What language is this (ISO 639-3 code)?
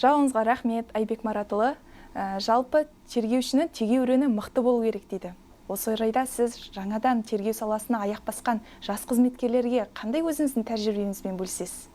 kaz